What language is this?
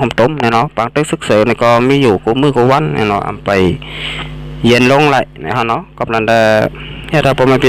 Shan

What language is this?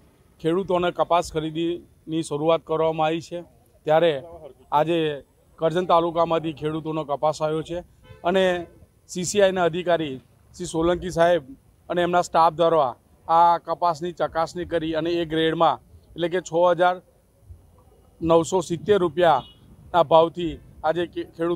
Gujarati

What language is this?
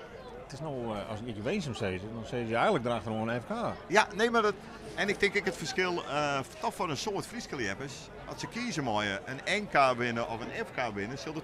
Western Frisian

